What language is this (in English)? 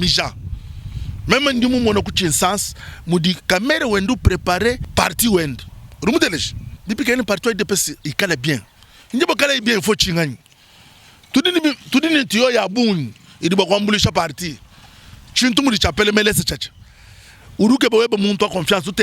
Luba-Lulua